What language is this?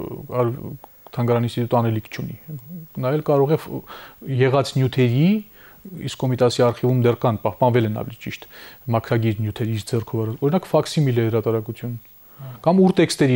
Armenian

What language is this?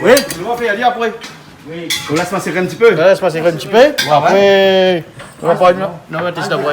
Réunion Creole French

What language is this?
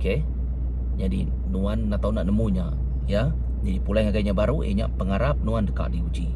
Iban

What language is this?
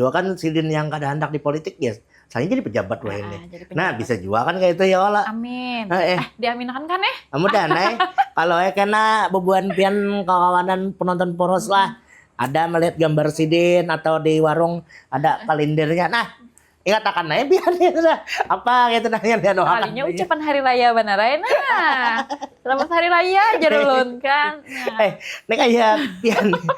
Banjar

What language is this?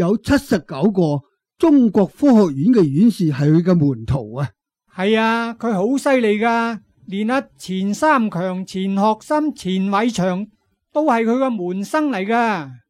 Cantonese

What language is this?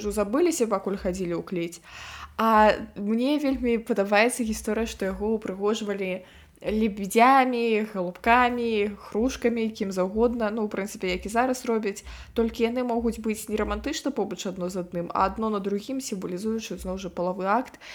Belarusian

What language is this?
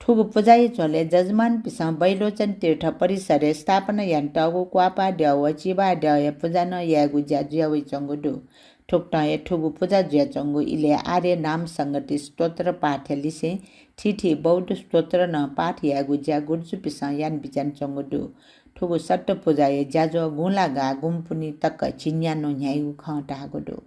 Newari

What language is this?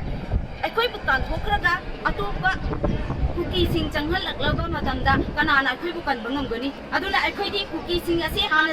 Manipuri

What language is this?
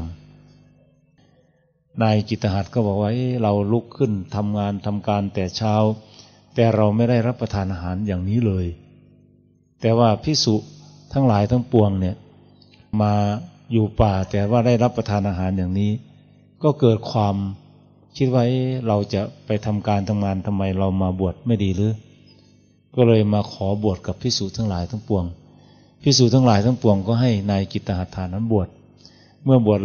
Thai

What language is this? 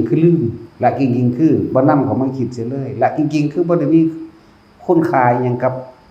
Northeastern Thai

